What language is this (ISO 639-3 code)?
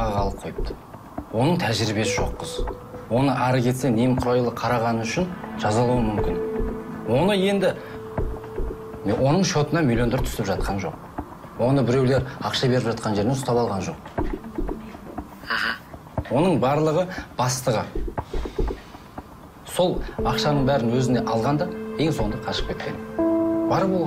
kaz